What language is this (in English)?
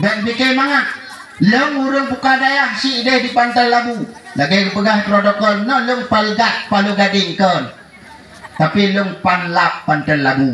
Achinese